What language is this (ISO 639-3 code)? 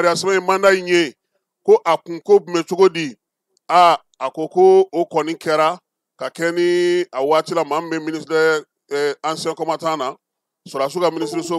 bam